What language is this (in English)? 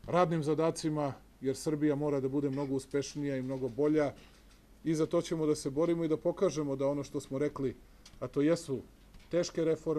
Serbian